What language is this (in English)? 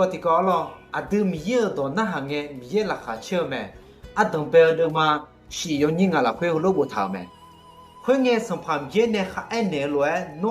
Akha